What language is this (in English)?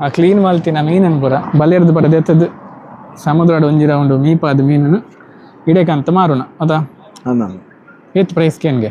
Tulu